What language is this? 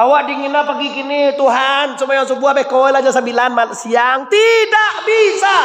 Minangkabau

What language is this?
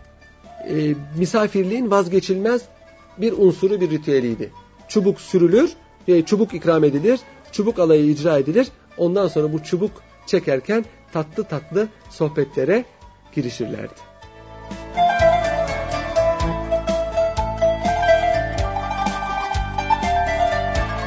Turkish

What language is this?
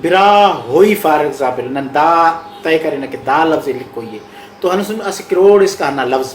Brahui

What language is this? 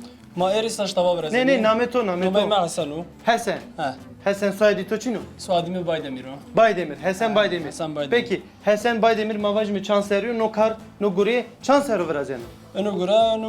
Zaza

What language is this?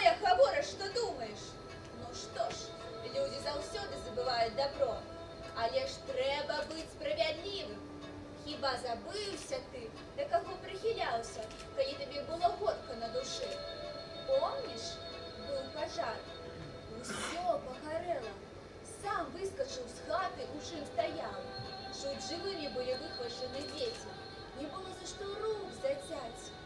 Belarusian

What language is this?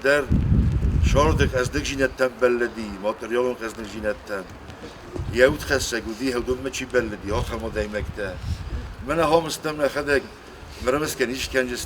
Ossetic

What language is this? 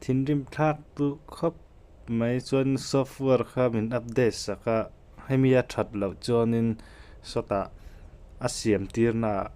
Mizo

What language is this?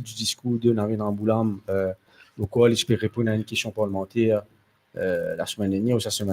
Morisyen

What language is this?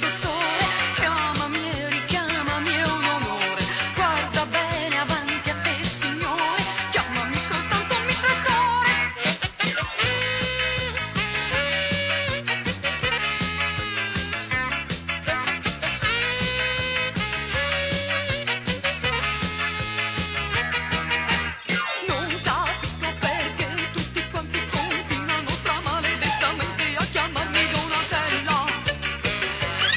Italian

